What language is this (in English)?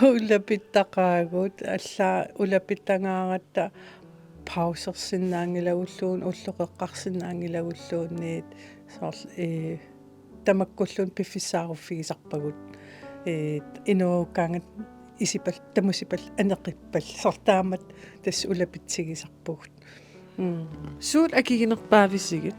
Kalaallisut